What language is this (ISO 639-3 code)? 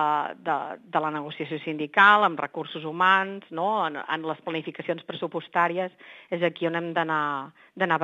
cat